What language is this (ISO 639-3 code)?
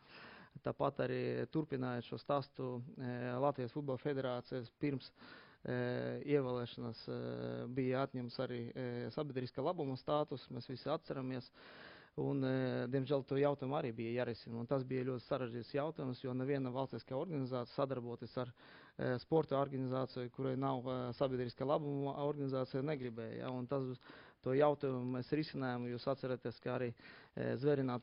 lav